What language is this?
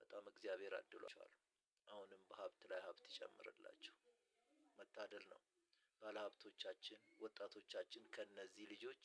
Amharic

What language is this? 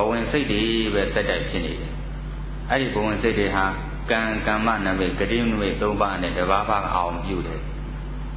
Burmese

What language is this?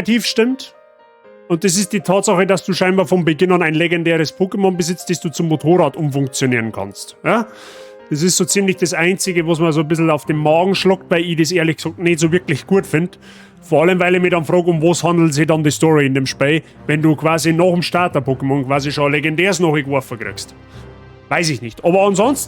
Bavarian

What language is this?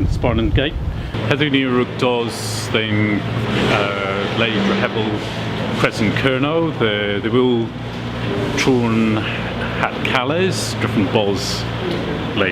Cornish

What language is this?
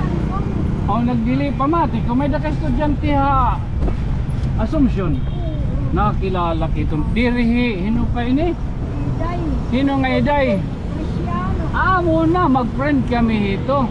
Waray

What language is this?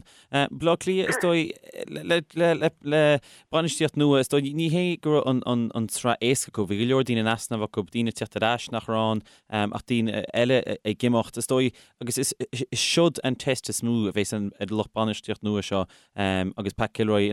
Irish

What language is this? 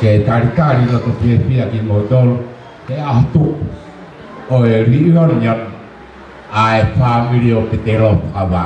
Tongan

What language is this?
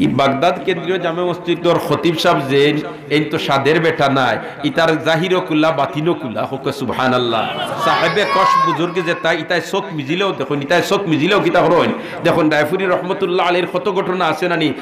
Sylheti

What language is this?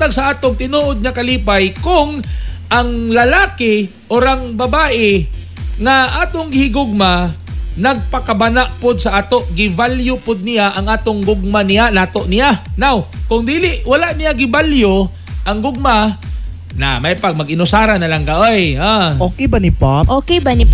Cebuano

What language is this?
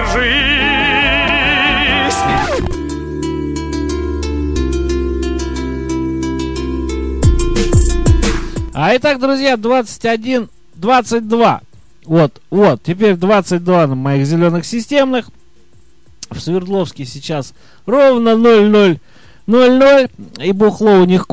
Russian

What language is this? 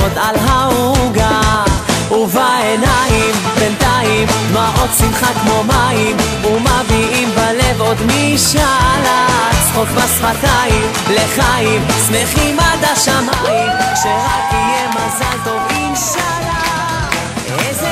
Hebrew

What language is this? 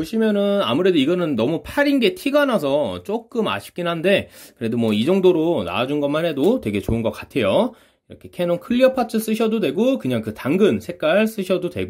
Korean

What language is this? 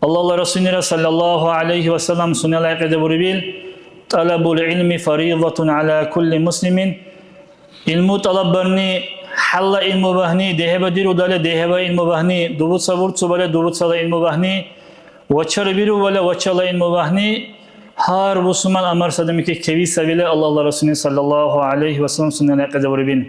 Dargwa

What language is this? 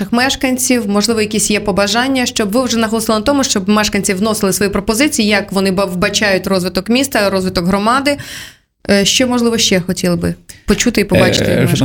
Ukrainian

